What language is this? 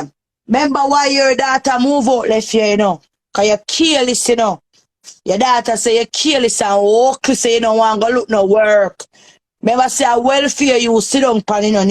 Jamaican Creole English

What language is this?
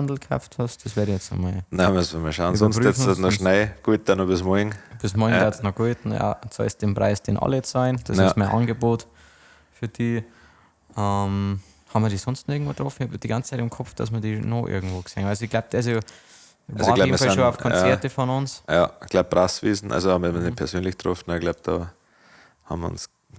Bavarian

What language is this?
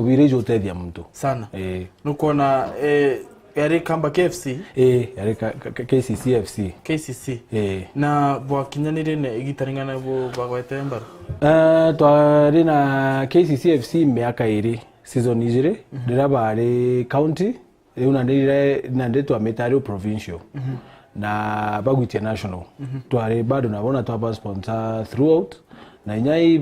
Meru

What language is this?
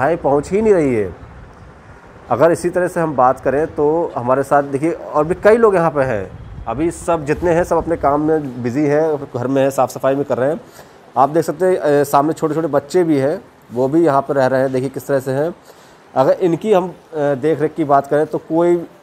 Hindi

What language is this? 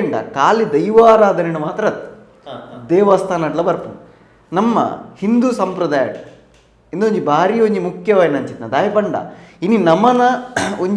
Tulu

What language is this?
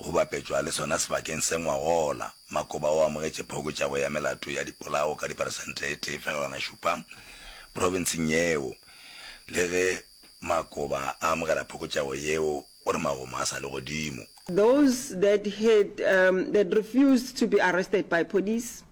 Northern Sotho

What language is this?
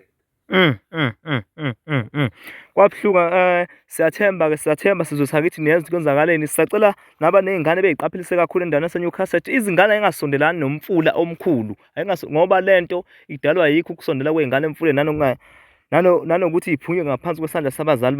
Zulu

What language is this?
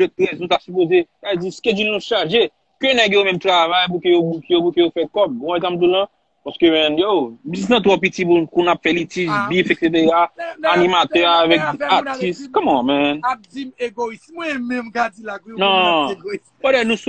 Haitian Creole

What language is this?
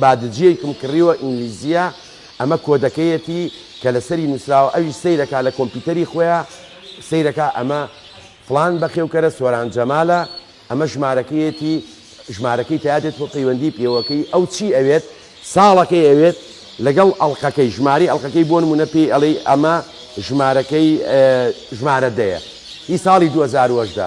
Central Kurdish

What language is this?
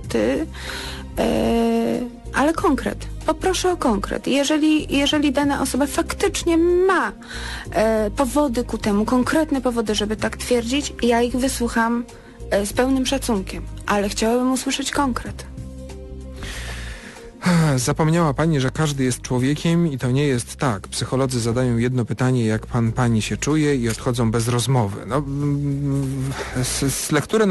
Polish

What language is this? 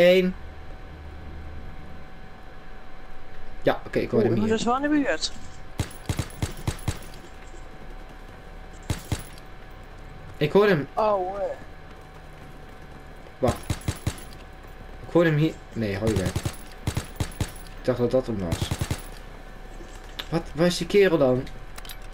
Dutch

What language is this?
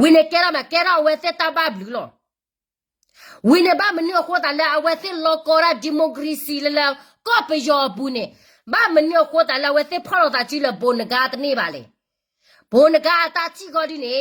S'gaw Karen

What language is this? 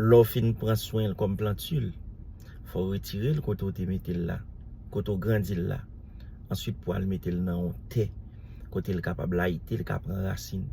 Haitian Creole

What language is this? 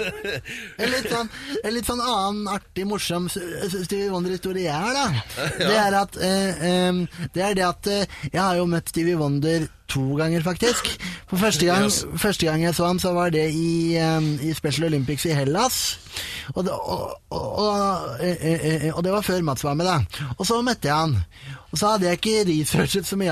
Norwegian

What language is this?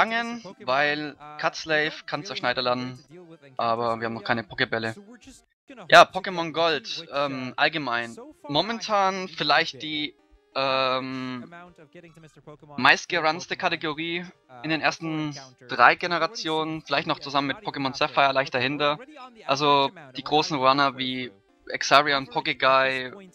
German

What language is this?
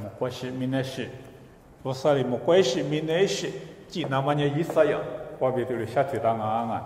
Lisu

